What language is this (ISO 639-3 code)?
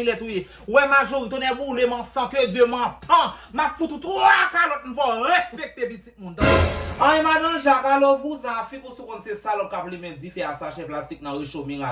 hat